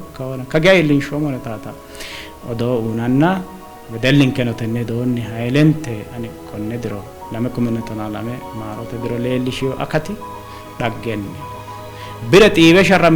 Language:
Sidamo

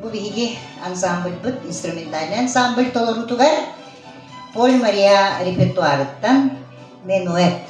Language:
Yakut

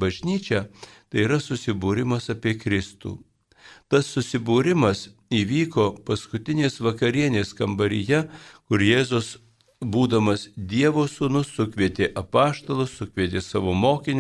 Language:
Lithuanian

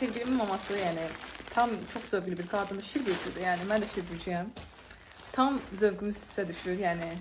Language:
Azerbaijani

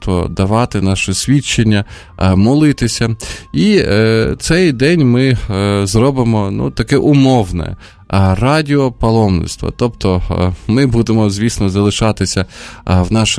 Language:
Ukrainian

